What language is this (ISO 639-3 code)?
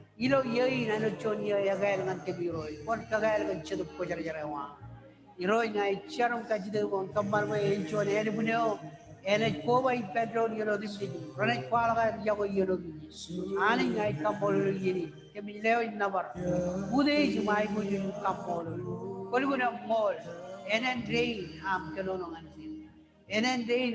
mah